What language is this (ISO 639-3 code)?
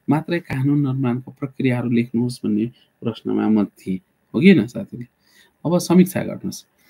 nep